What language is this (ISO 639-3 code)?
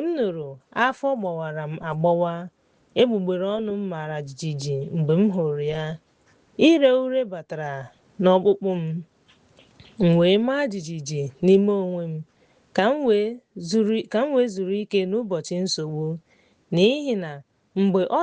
ibo